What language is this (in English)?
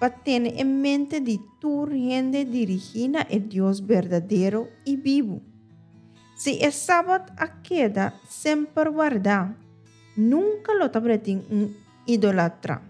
Papiamento